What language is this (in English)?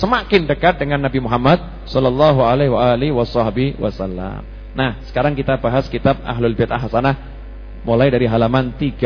Indonesian